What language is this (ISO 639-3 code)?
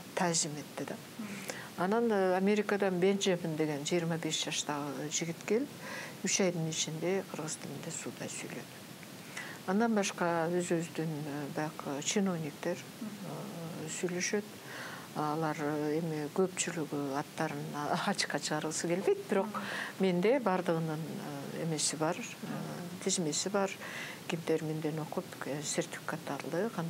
kir